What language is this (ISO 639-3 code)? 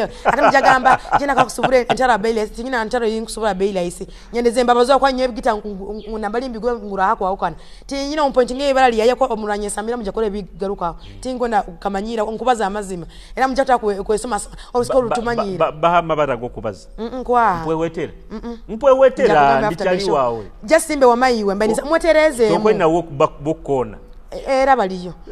ttj